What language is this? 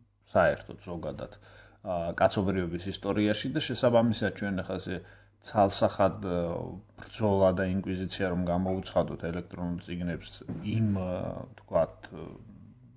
Georgian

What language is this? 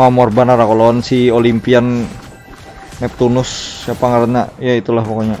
Banjar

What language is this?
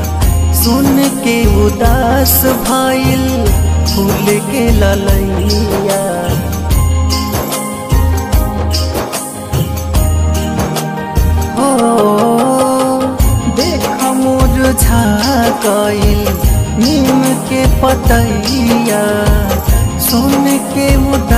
Bhojpuri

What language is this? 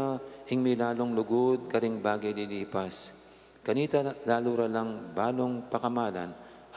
Pampanga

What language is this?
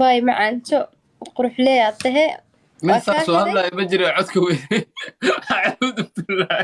Somali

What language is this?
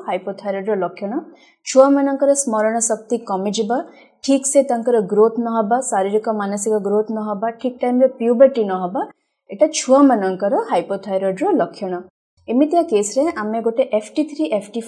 Odia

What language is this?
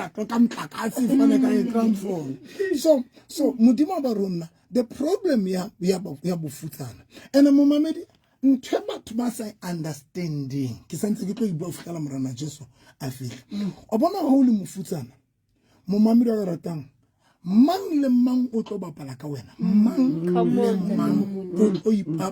Southern Sotho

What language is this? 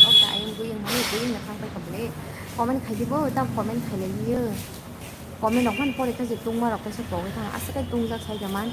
Kok Borok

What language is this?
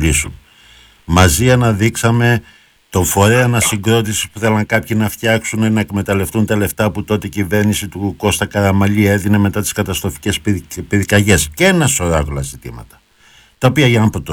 Greek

